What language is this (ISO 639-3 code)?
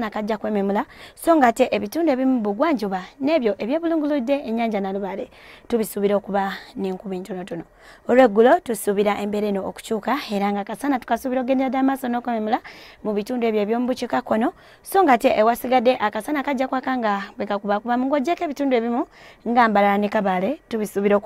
lug